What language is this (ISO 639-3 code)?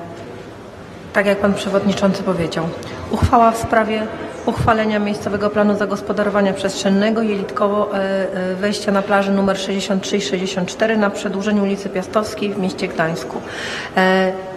pol